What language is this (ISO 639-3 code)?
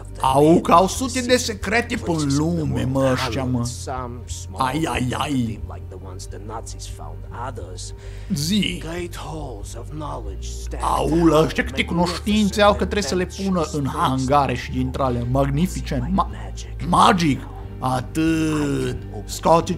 ron